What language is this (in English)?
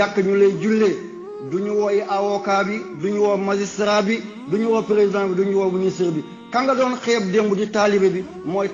Wolof